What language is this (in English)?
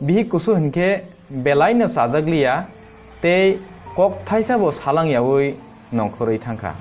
Kok Borok